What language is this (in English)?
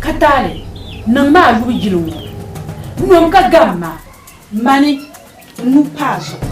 Dagbani